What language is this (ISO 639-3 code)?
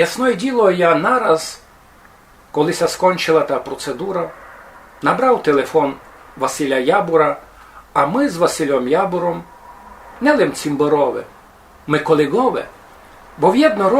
rue